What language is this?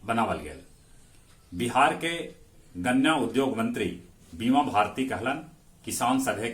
Magahi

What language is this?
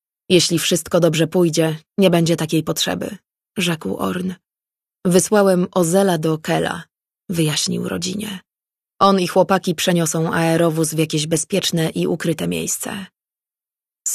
Polish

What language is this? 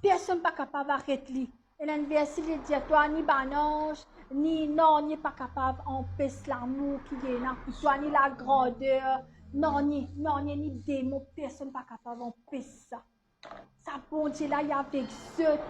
Morisyen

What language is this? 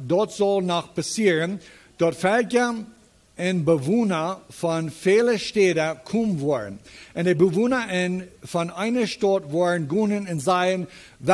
Plautdietsch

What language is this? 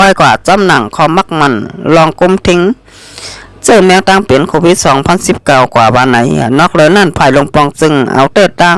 Shan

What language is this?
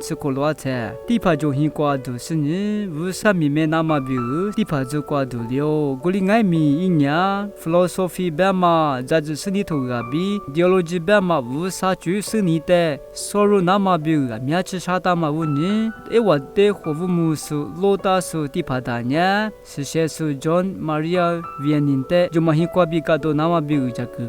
Lisu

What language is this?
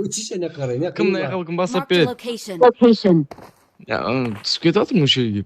Kara-Kalpak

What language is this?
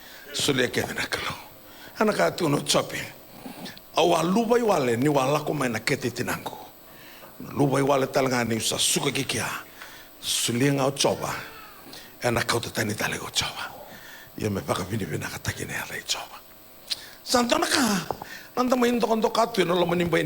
Fijian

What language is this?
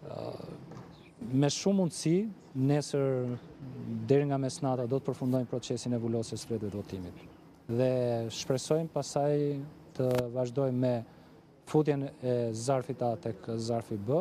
Albanian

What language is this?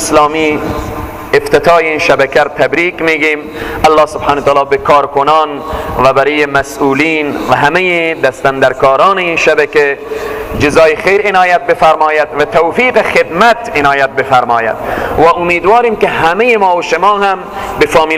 Persian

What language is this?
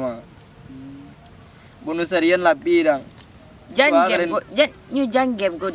Minangkabau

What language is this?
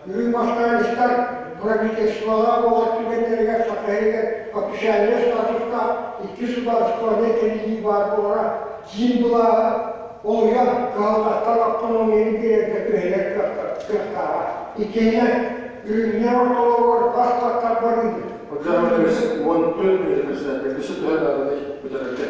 Yakut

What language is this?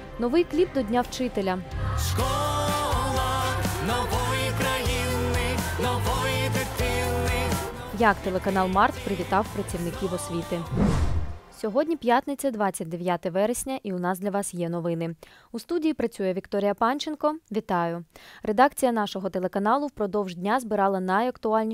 Ukrainian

